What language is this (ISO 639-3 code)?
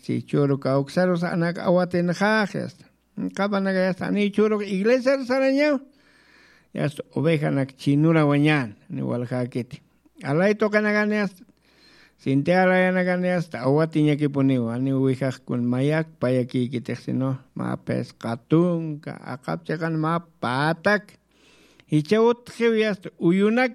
aym